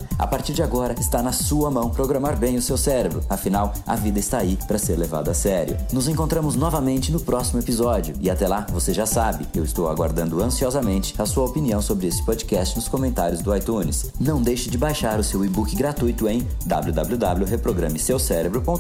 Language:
Portuguese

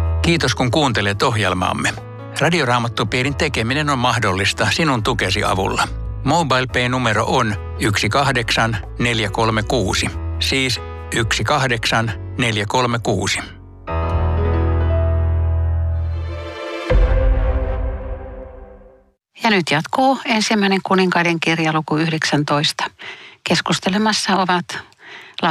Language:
Finnish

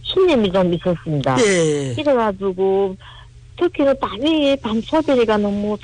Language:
Korean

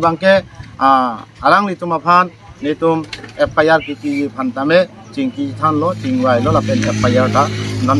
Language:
Karbi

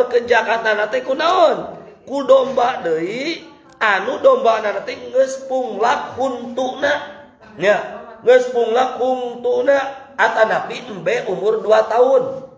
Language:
Sundanese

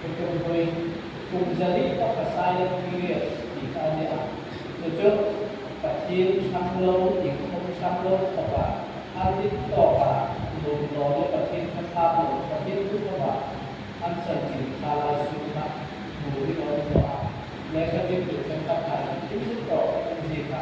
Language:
Hmar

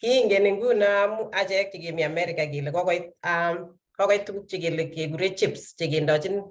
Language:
Kalenjin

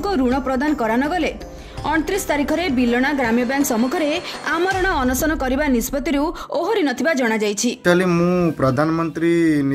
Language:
Odia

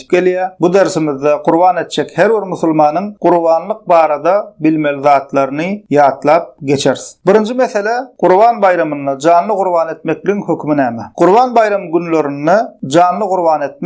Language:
Turkmen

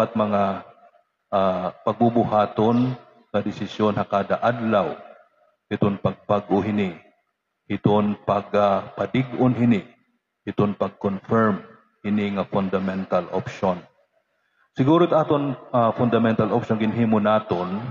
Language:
Waray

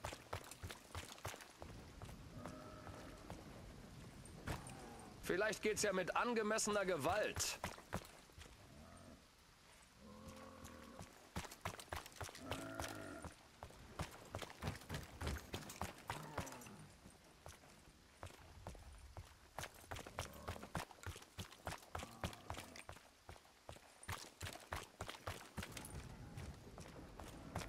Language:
German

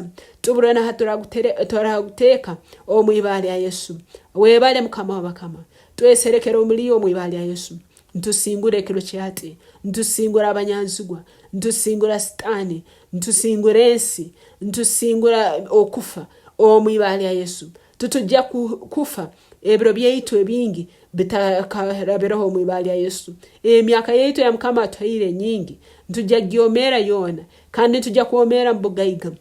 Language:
Tooro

